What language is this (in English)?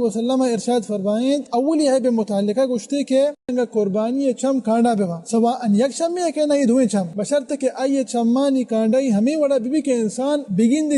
Baluchi